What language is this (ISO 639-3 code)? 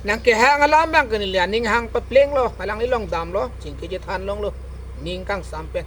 mjw